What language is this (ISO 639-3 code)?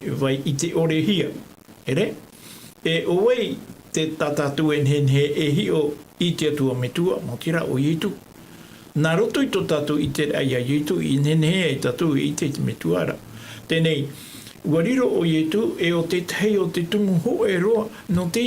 tah